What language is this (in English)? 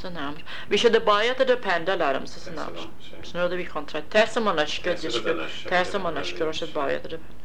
Irish